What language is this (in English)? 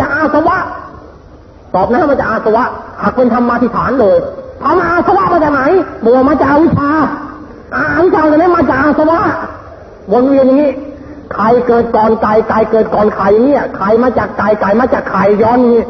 Thai